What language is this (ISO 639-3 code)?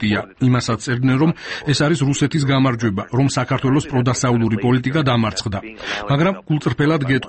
kat